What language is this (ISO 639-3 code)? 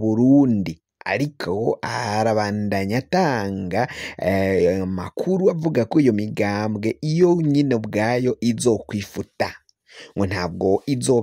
run